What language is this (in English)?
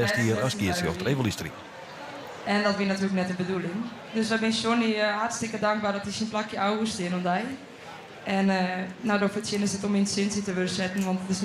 Western Frisian